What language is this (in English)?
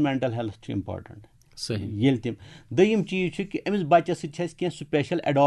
Kashmiri